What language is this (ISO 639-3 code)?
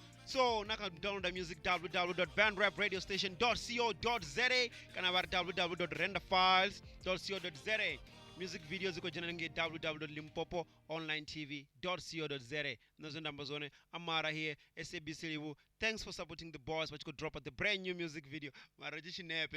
ven